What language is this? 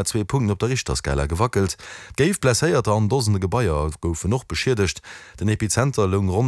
Luxembourgish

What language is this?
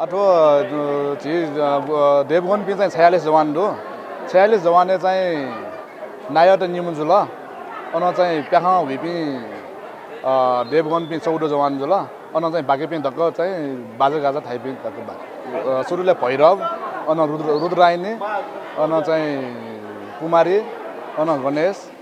Newari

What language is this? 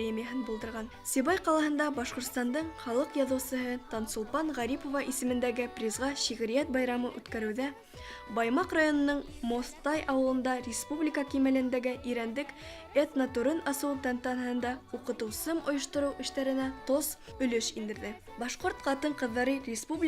Bashkir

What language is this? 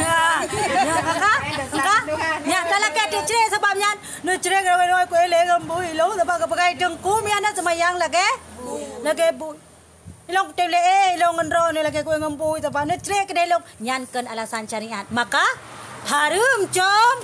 Achinese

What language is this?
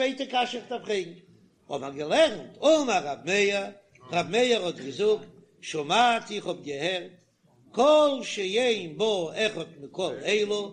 Yiddish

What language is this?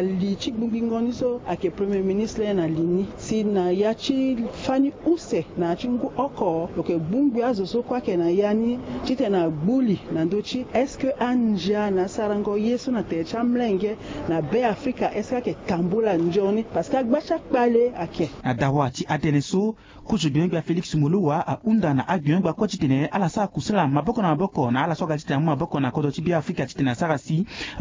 Sango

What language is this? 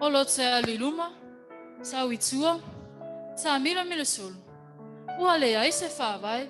Samoan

